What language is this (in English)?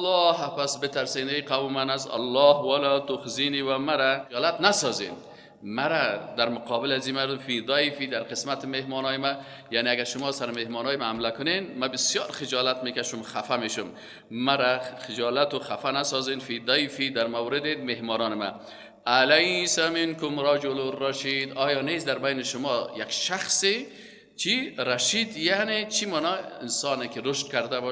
Persian